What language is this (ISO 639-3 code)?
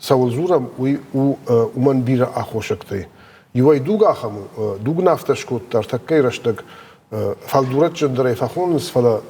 oss